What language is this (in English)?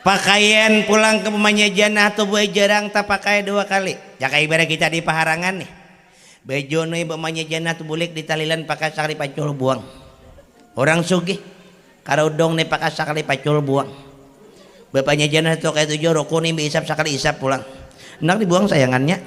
Banjar